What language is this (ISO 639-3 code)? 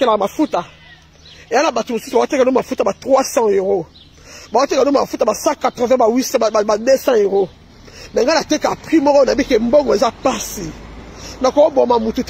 lin